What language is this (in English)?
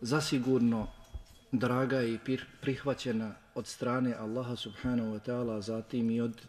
Bosnian